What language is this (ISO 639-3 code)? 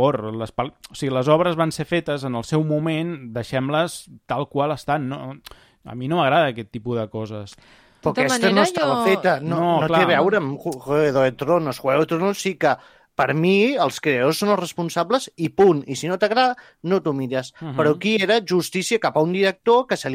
cat